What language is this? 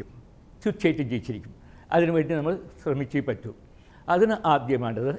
Malayalam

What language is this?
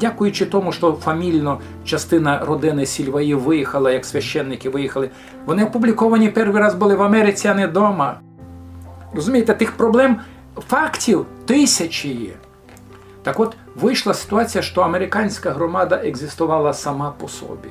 Rusyn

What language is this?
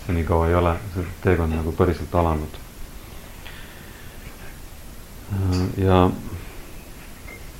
Estonian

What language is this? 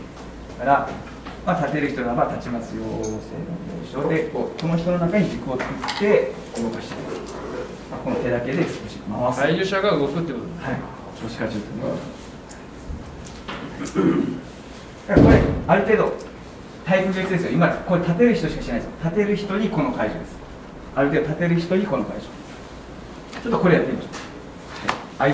Japanese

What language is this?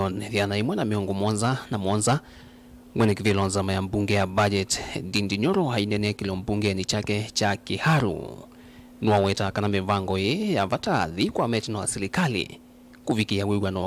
Kamba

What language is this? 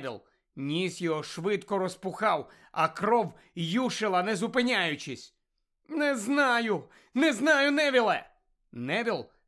Ukrainian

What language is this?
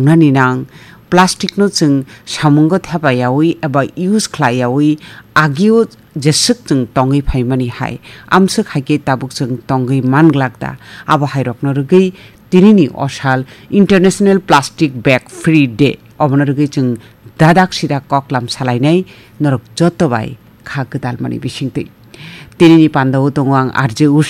Kok Borok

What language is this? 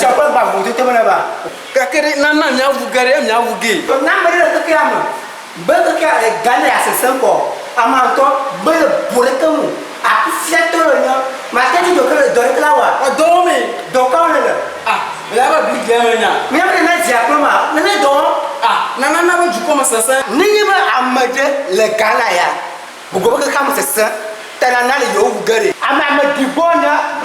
Ewe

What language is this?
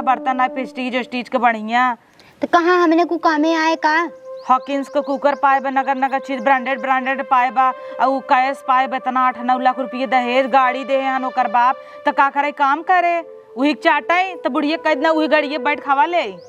Awadhi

